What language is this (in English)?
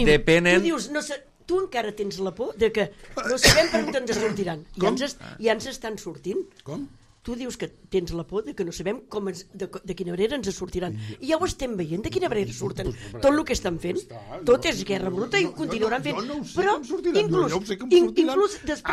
Catalan